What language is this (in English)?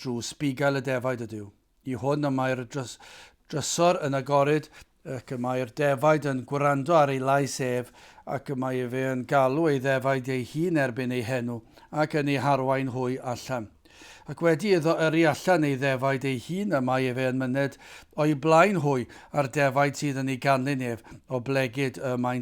Welsh